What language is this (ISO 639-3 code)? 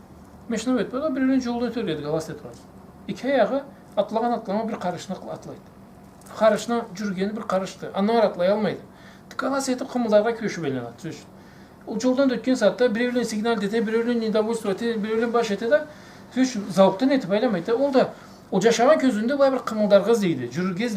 krc